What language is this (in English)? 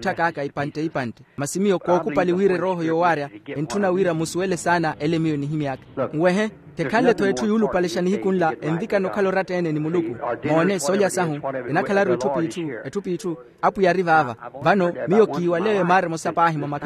Makhuwa